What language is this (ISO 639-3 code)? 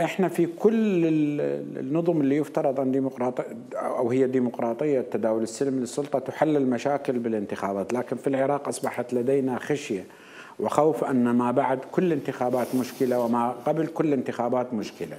acm